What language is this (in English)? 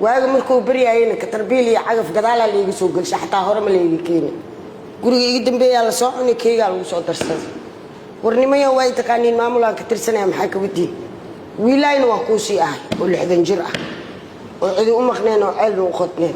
Somali